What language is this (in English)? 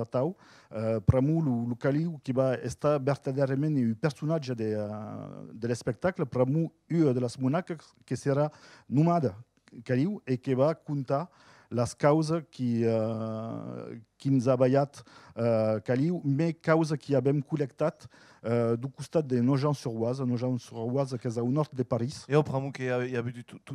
Occitan